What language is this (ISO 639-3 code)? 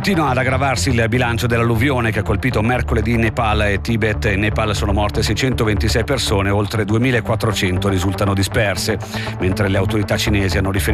ita